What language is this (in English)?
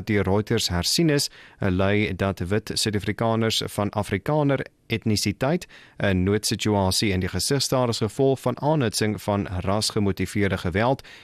Afrikaans